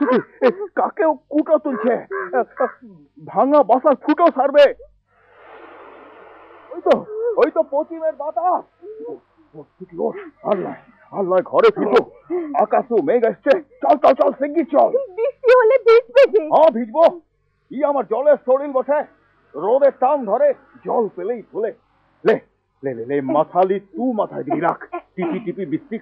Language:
Bangla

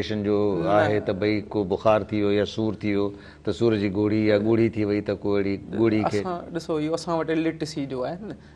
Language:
Sindhi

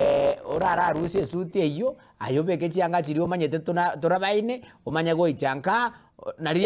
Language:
Gusii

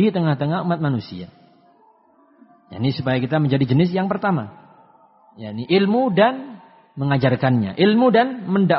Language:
Indonesian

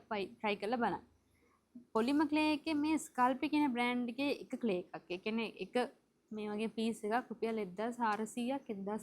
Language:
Sinhala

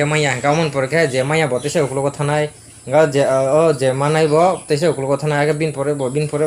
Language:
Kok Borok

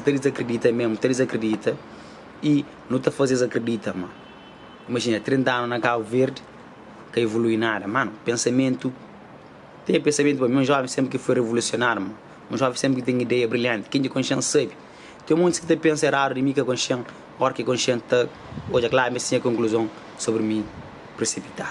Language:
Kabuverdianu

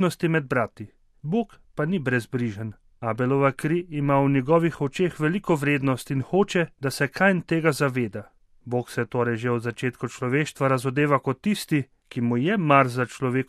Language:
Slovenian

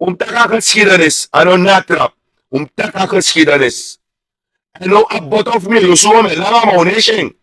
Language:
Sranan Tongo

